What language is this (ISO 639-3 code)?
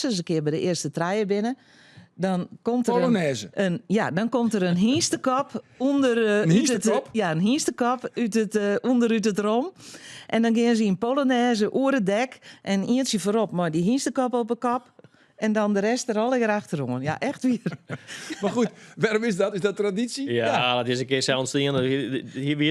fry